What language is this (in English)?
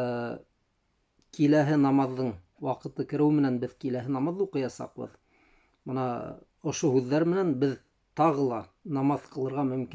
Bashkir